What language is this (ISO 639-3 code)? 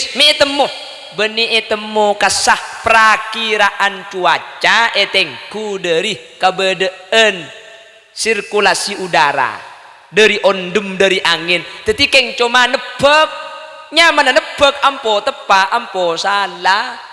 mad